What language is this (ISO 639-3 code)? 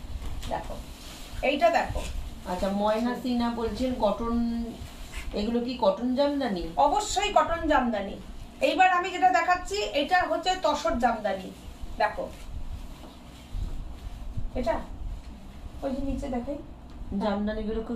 ben